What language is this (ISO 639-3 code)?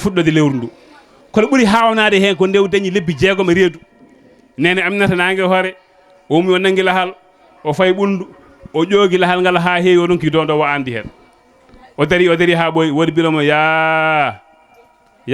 ful